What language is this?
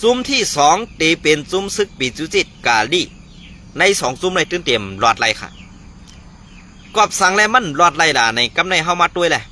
Shan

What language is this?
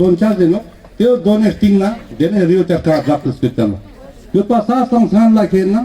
Ladakhi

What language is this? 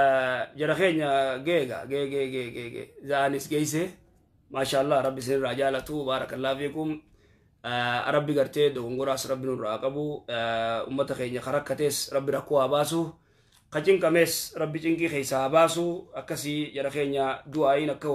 Oromo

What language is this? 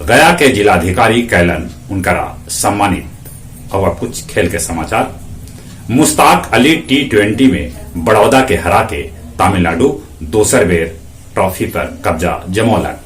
Magahi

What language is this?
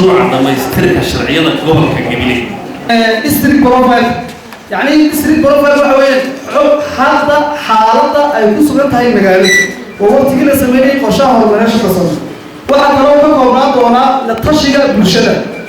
Somali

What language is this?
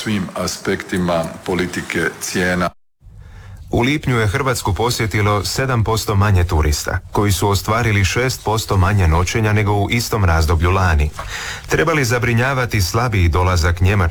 Croatian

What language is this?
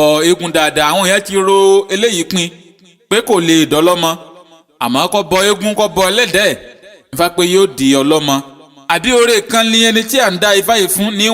Yoruba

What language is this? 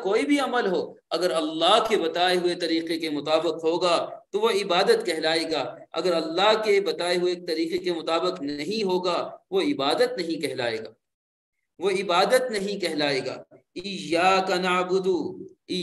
Urdu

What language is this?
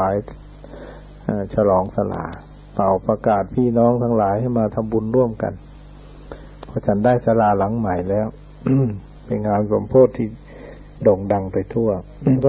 Thai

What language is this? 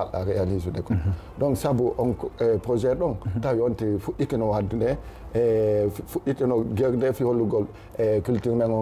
Fula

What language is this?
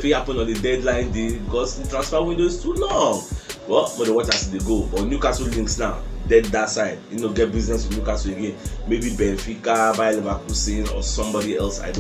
Nigerian Pidgin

